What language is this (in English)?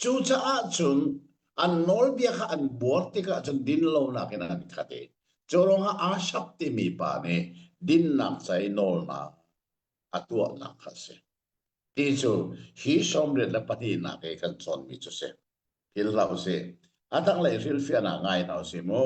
Hakha Chin